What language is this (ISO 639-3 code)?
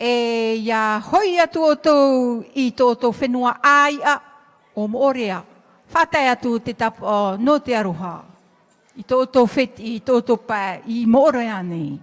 tah